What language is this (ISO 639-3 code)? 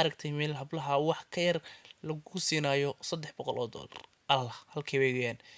som